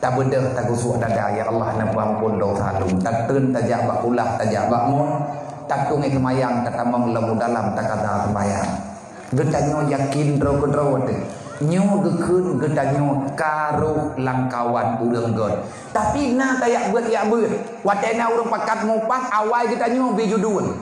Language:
Achinese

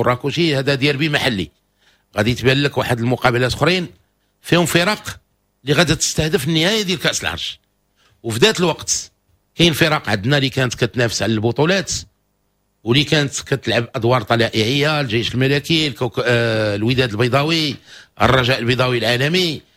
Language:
Moroccan Arabic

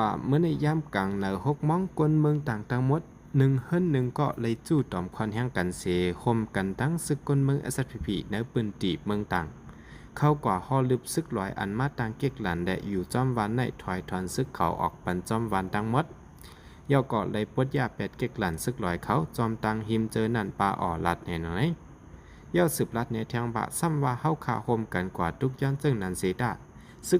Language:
Shan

